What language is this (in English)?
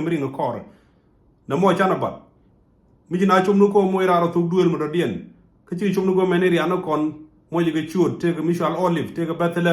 Nuer